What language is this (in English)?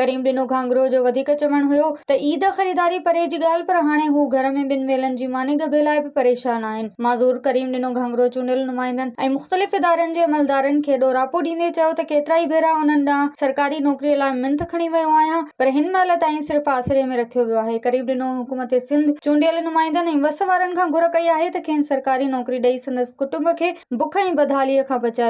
Sindhi